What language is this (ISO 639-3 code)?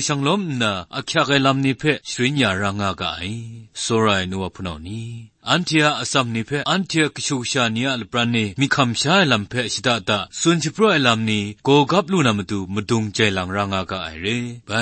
kac